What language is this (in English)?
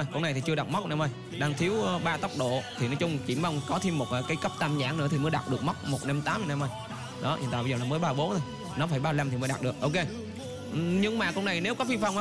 Vietnamese